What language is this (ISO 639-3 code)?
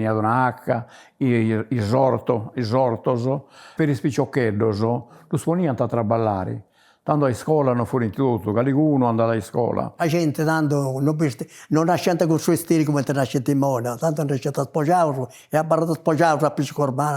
srd